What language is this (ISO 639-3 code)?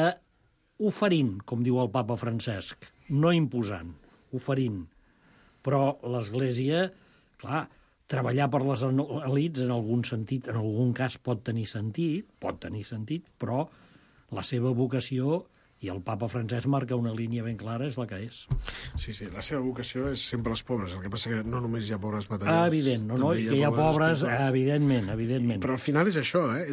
cat